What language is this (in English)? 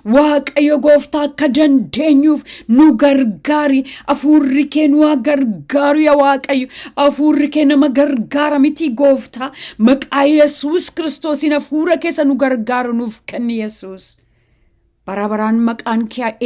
Oromo